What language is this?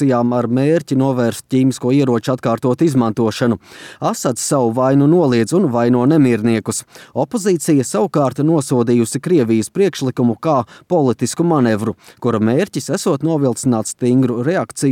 Latvian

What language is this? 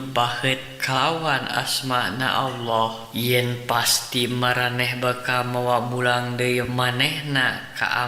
Sundanese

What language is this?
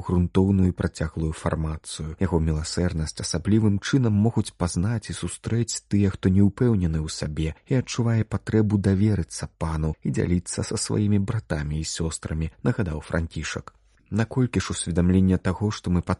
Belarusian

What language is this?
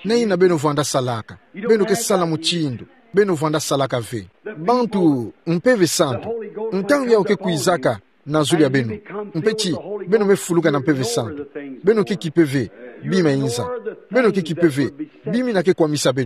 Kituba (Democratic Republic of Congo)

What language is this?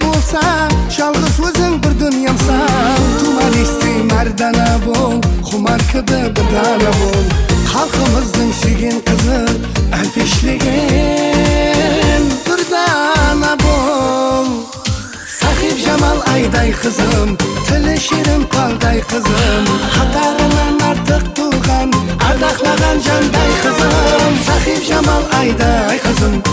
Kara-Kalpak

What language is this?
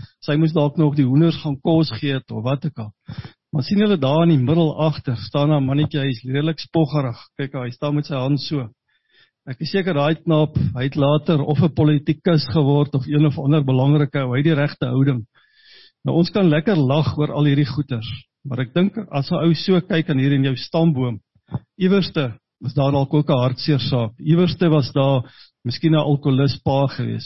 Afrikaans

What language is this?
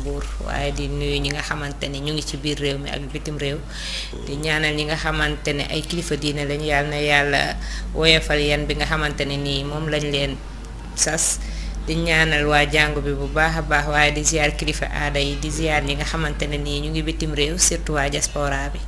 Wolof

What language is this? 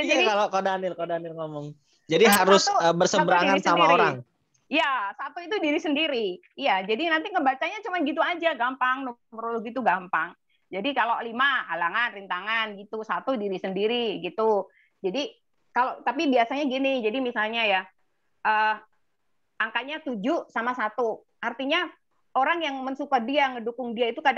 Indonesian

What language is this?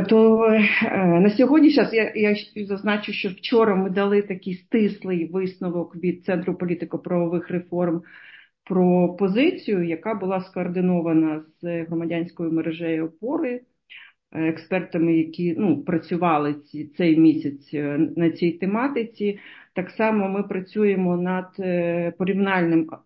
Ukrainian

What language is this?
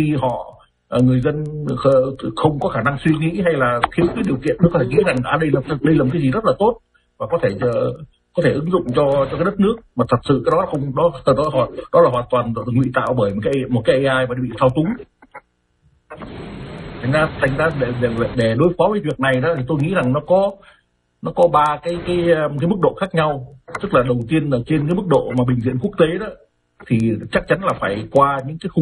Vietnamese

